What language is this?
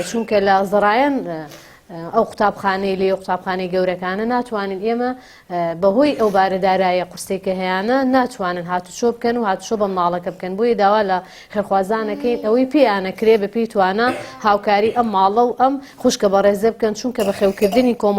Central Kurdish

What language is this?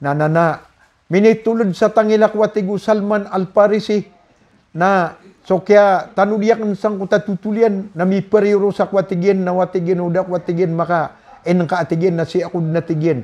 Maranao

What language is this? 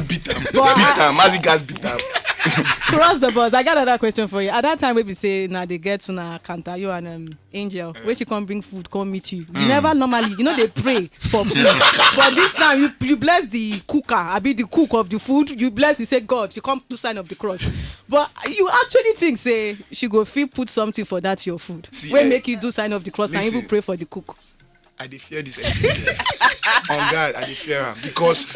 Nigerian Pidgin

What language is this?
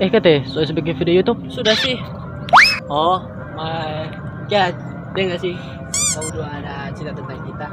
Manado Malay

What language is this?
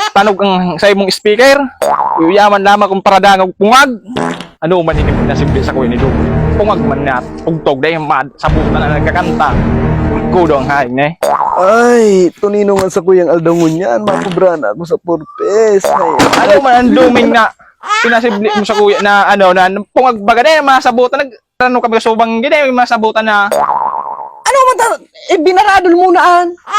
Bikol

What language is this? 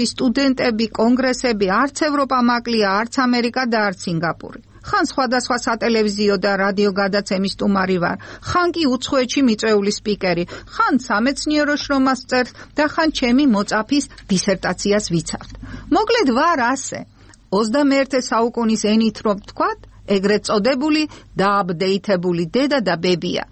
Georgian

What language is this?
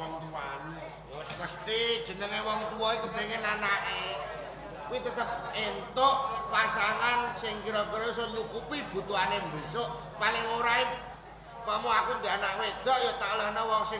Javanese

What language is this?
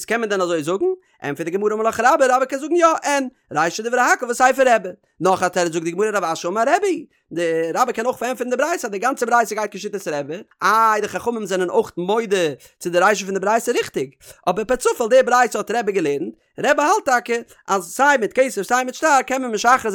Yiddish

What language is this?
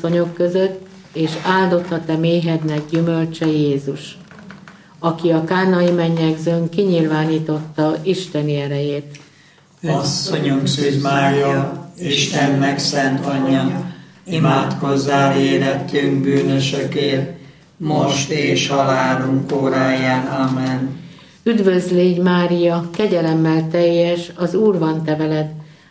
Hungarian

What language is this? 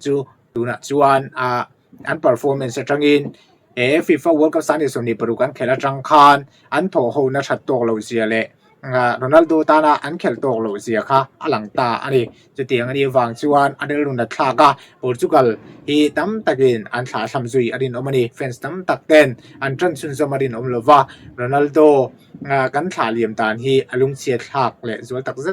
Mizo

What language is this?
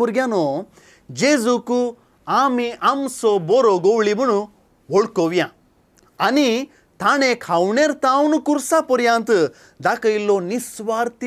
Konkani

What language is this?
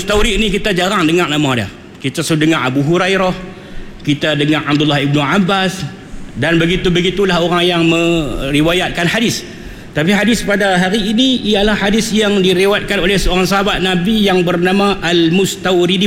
Malay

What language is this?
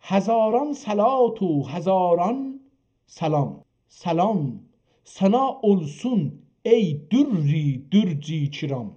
South Azerbaijani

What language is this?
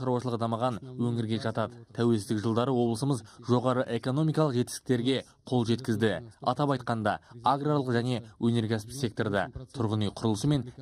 Kazakh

